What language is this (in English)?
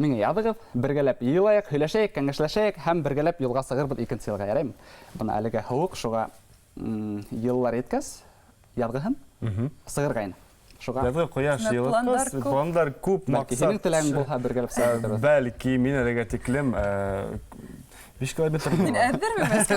Bashkir